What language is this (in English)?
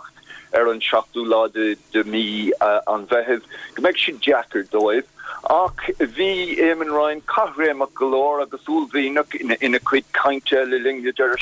Irish